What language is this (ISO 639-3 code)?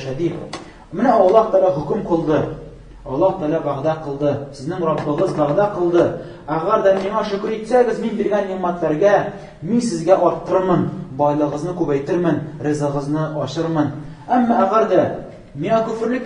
tat